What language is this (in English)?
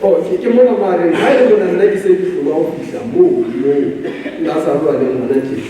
Southern Sotho